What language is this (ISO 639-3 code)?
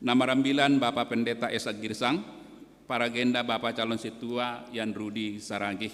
bts